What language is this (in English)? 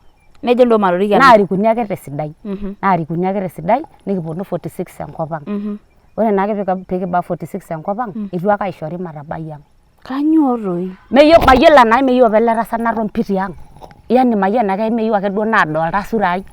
Masai